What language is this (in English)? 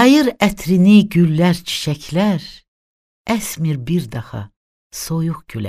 Azerbaijani